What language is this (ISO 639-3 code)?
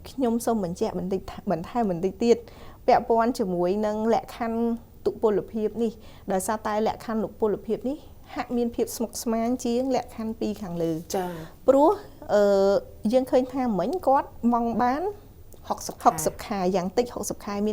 khm